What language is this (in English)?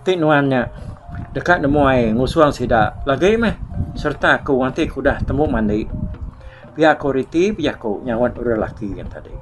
Iban